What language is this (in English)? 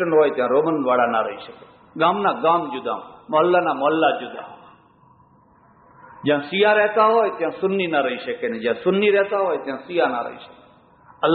Gujarati